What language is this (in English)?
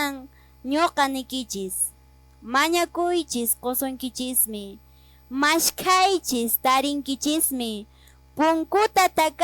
Quechua